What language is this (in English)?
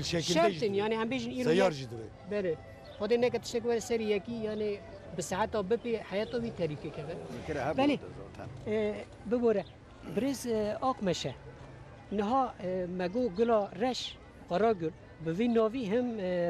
Kurdish